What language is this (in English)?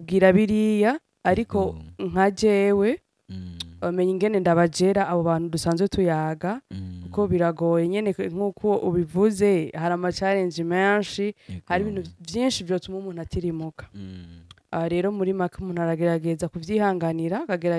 Rundi